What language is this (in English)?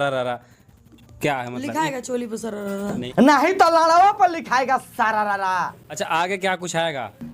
Bhojpuri